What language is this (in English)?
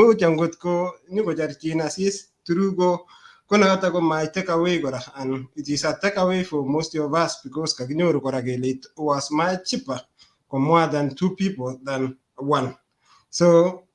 Kalenjin